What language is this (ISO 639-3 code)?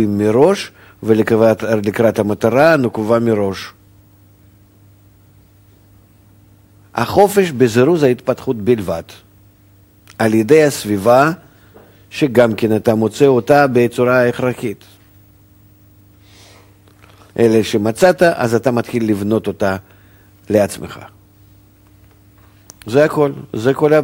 heb